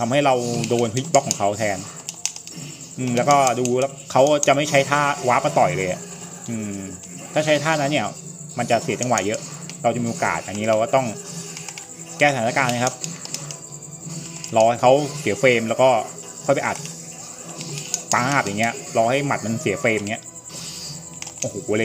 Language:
Thai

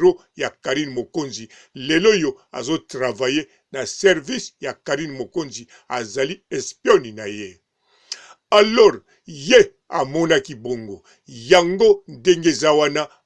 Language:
Lingala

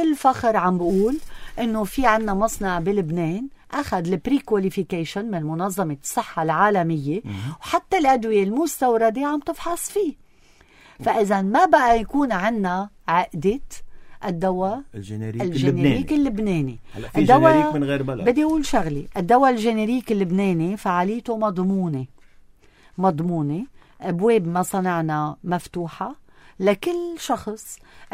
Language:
North Levantine Arabic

